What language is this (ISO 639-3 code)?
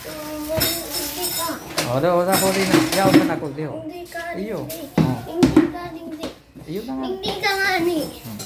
bik